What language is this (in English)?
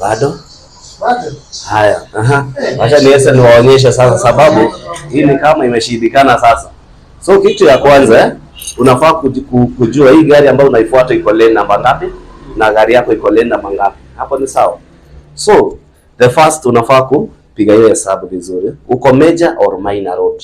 Swahili